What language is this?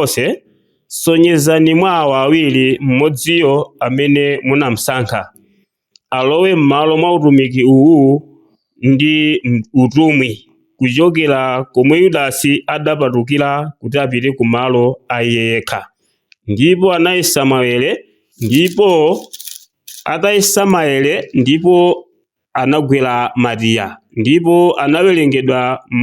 Nyanja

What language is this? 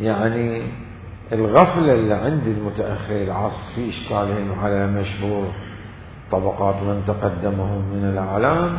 Mesopotamian Arabic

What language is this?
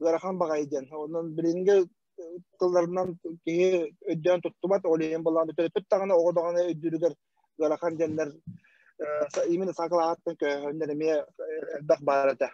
Yakut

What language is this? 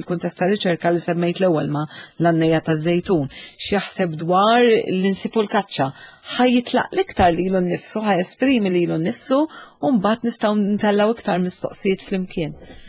Maltese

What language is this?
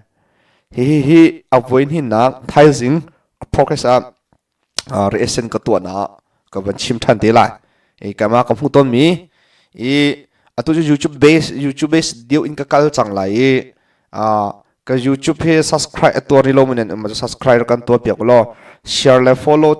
Hakha Chin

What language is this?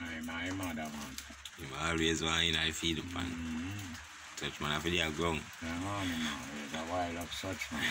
Jamaican Creole English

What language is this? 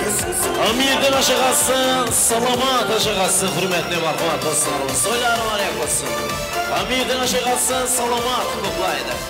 Kara-Kalpak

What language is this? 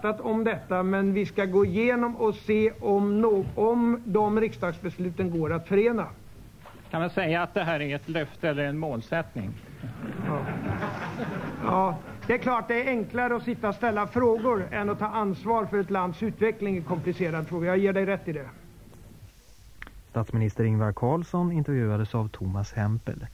Swedish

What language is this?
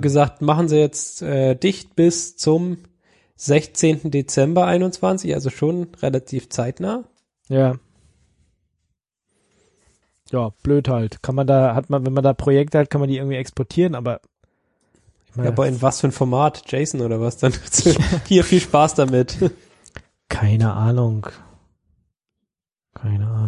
German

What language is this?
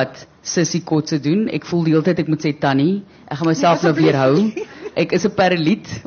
Afrikaans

